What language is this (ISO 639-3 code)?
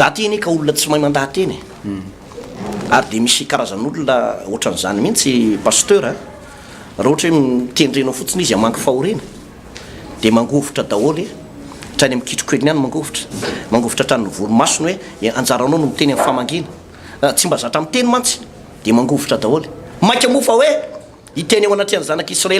mlg